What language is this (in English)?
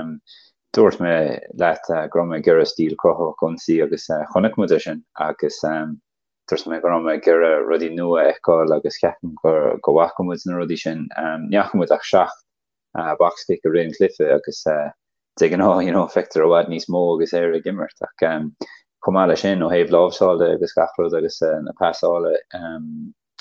Irish